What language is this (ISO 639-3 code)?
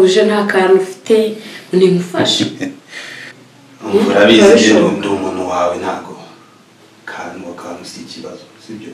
kin